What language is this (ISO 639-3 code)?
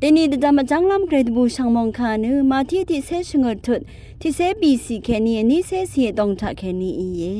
raw